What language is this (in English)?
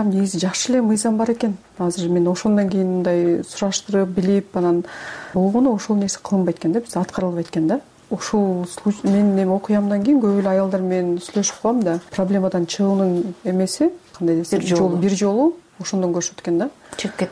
Kyrgyz